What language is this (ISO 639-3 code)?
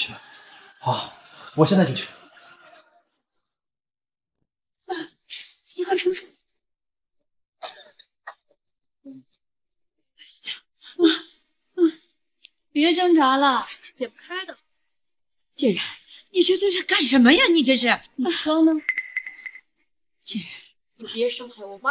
zho